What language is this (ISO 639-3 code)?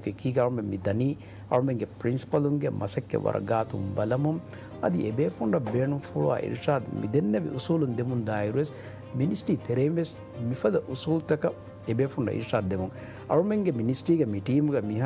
div